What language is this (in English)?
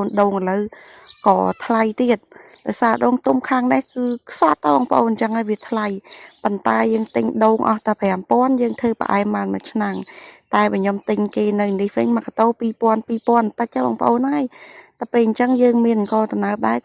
Khmer